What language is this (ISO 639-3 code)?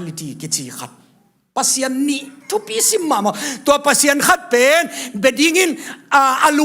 ctd